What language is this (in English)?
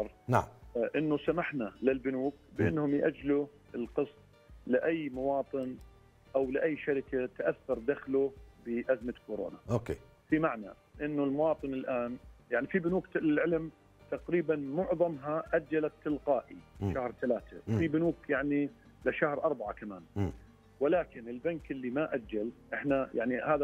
South Levantine Arabic